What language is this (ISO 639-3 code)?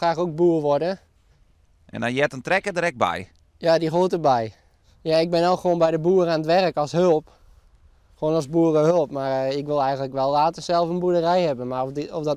fry